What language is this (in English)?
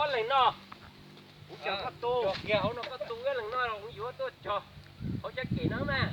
Hmong